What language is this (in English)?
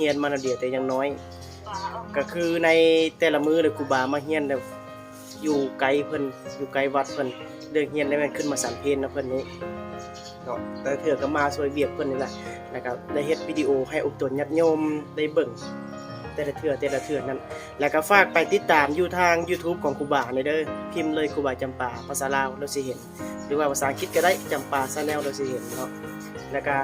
Lao